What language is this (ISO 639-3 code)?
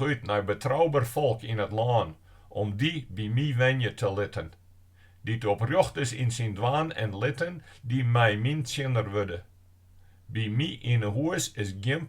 fry